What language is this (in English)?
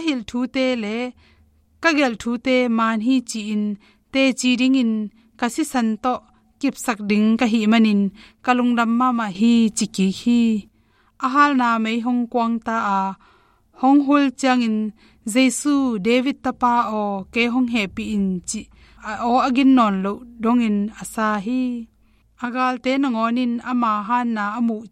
Tedim Chin